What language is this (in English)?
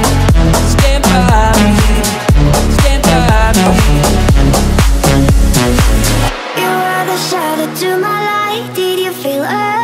English